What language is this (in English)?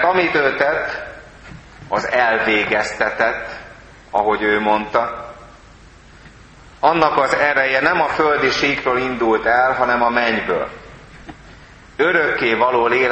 Hungarian